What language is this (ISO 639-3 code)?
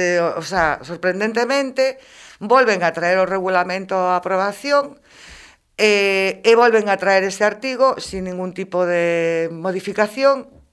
glg